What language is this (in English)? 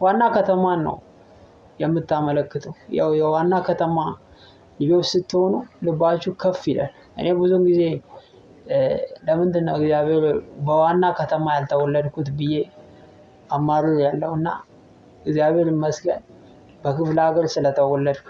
Amharic